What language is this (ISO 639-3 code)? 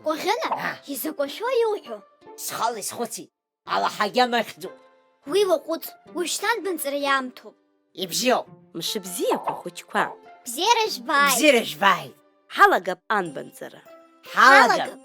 abk